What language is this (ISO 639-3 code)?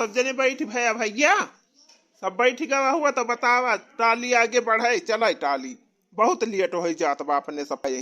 awa